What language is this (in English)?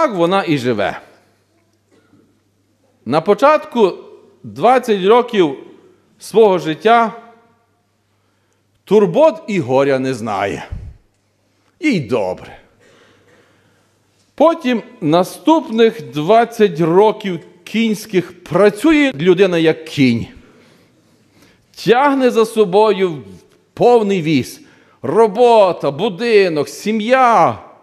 Ukrainian